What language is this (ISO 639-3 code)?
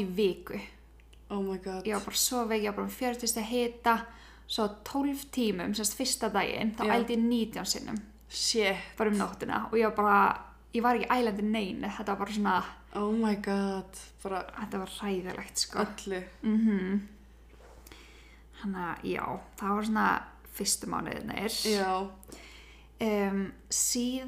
isl